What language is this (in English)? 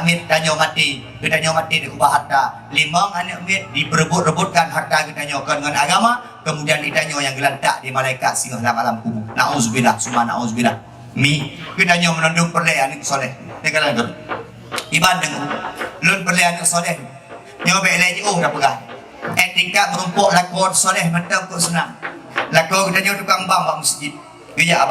Achinese